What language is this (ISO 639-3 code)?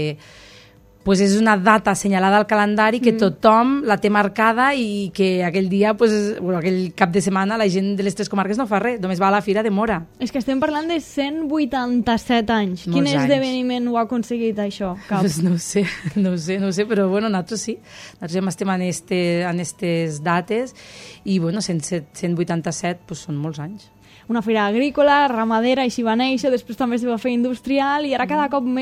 cat